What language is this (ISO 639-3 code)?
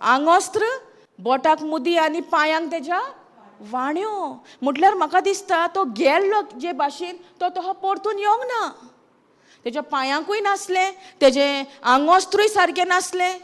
kok